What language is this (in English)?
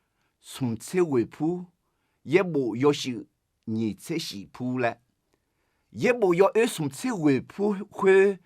Akha